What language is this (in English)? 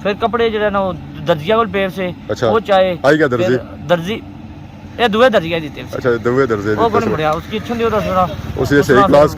Pahari-Potwari